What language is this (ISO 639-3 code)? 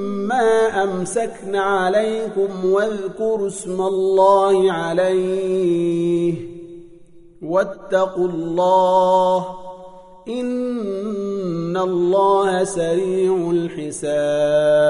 ara